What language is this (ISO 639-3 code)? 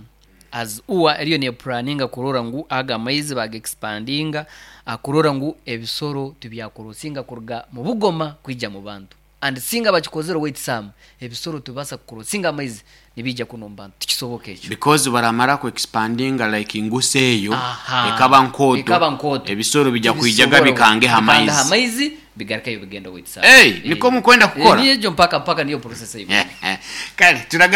nyo